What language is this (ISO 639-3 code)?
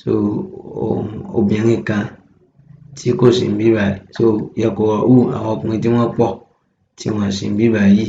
yor